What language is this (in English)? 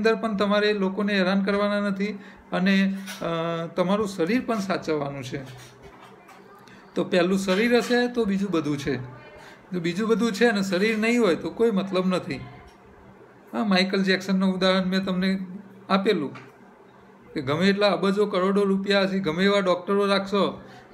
Gujarati